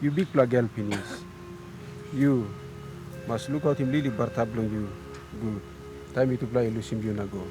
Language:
Tok Pisin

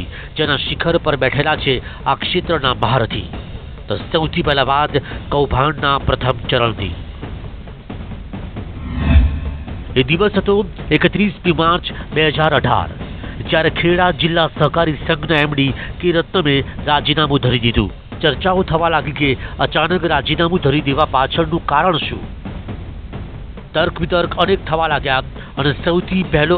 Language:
Gujarati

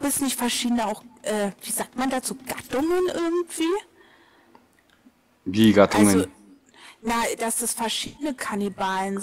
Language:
German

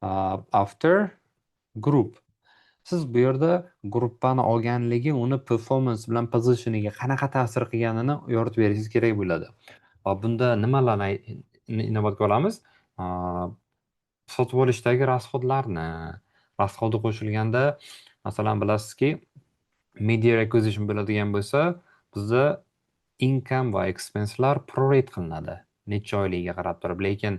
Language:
Uzbek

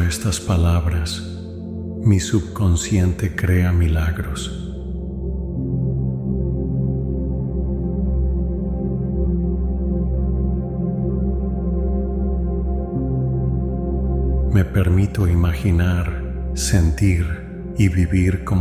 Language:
Spanish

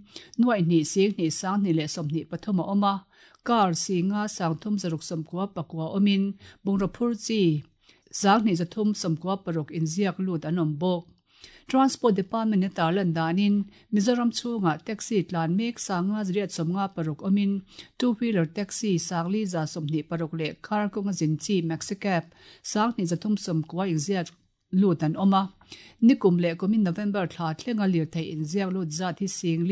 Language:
Mizo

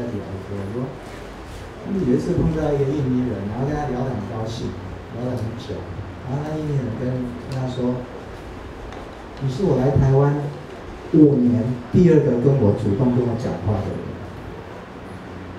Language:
Chinese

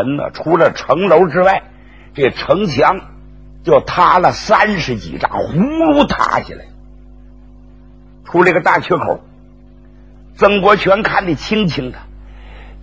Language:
Chinese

